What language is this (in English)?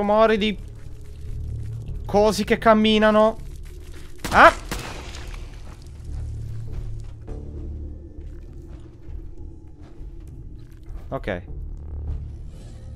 Italian